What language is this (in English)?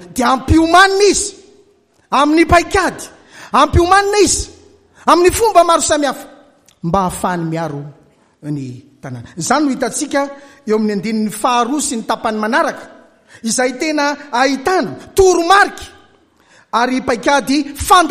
Malagasy